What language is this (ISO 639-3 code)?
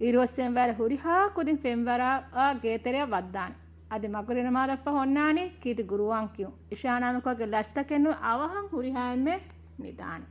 div